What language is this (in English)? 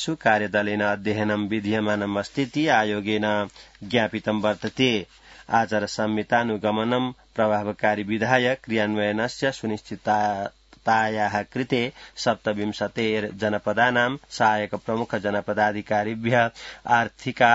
Sanskrit